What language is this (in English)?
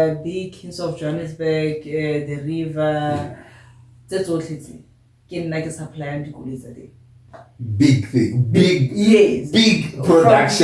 Tswana